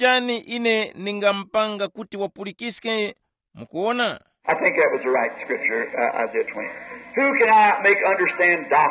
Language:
Tumbuka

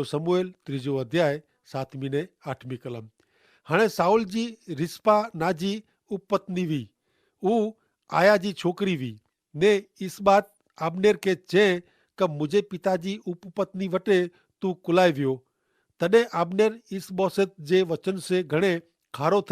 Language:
Kachhi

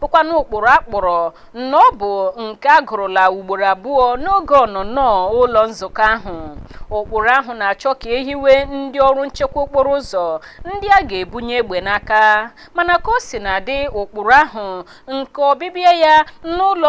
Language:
Igbo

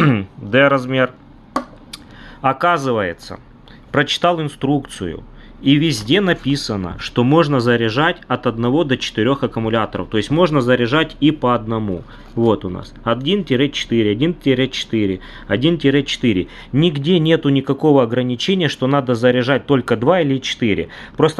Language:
Russian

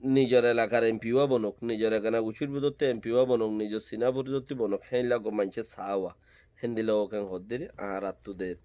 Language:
Rohingya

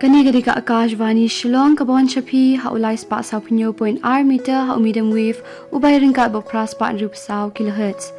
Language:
Khasi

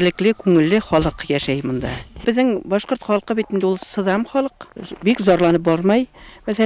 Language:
Bashkir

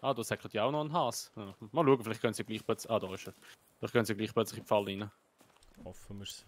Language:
Swiss German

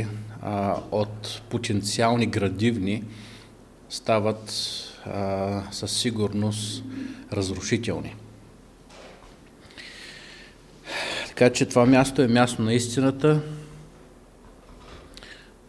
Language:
Bulgarian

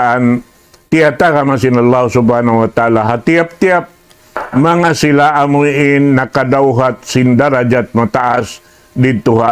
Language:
Tausug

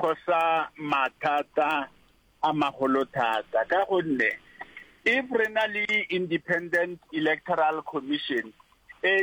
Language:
Northern Sotho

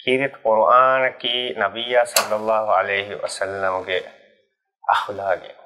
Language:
Divehi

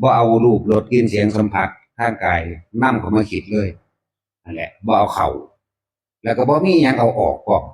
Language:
Northeastern Thai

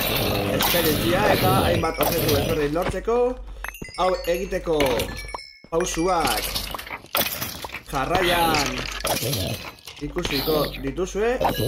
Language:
Basque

